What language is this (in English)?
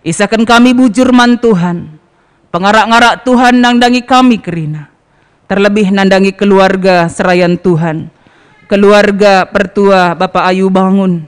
Batak Karo